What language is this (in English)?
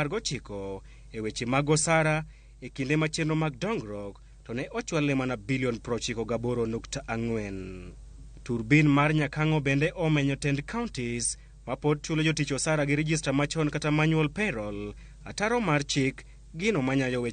Luo (Kenya and Tanzania)